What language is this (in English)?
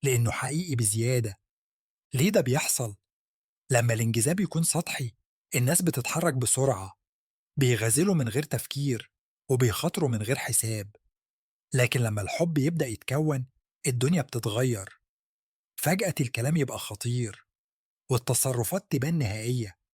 Egyptian Arabic